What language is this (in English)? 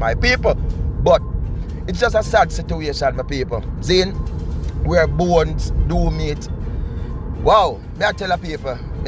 Jamaican Creole English